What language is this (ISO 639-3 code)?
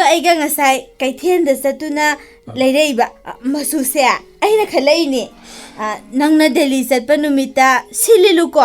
mni